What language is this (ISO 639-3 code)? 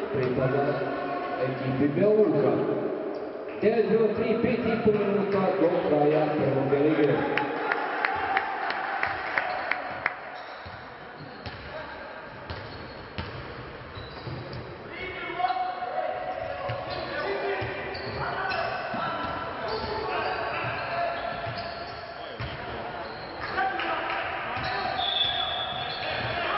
srp